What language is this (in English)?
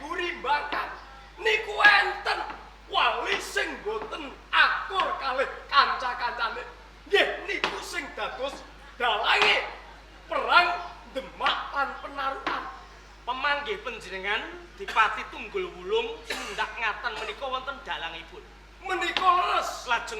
Javanese